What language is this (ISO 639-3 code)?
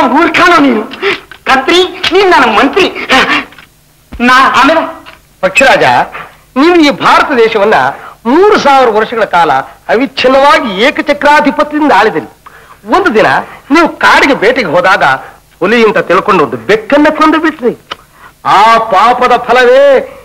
kan